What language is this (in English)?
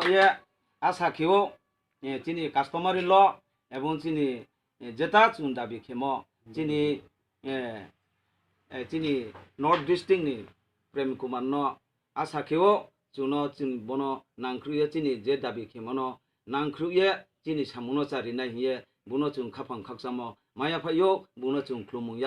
Riang (India)